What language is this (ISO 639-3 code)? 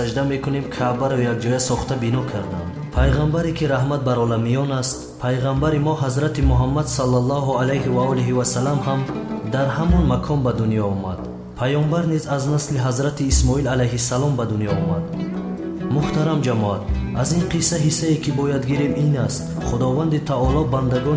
tgk